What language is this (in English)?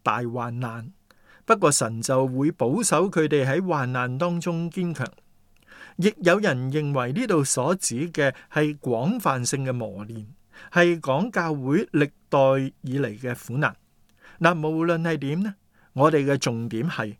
Cantonese